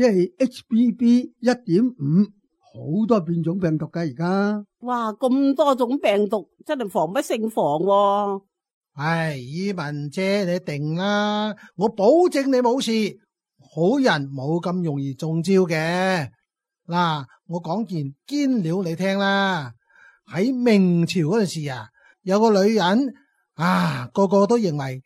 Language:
Cantonese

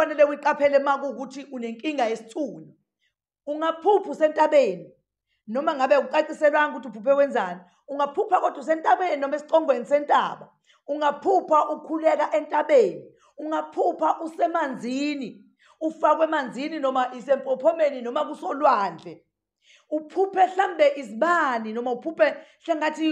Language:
Zulu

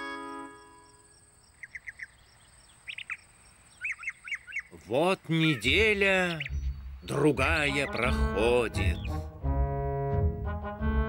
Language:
Russian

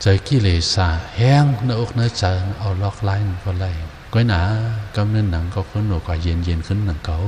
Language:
Shan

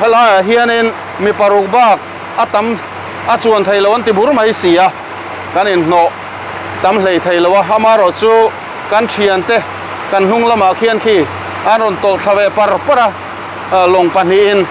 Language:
Mizo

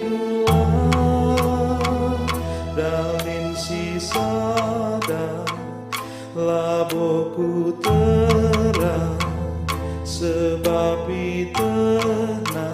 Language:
Batak Karo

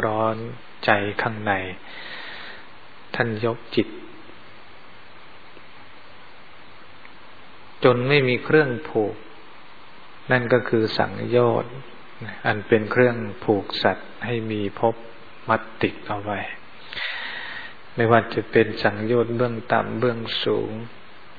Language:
Thai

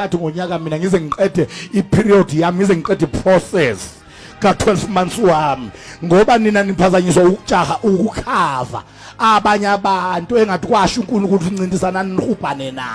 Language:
Zulu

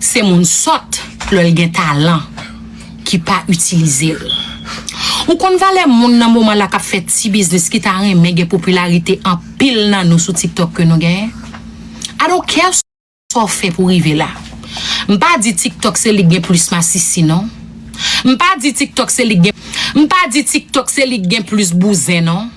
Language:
Haitian Creole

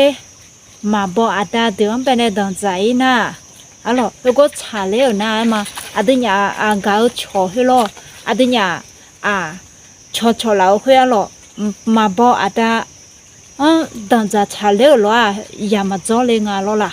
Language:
Akha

